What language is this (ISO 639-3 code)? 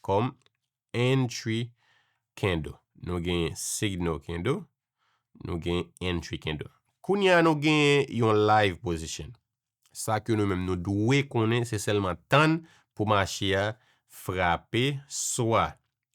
hat